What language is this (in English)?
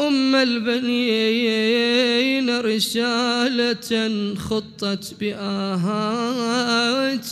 Mesopotamian Arabic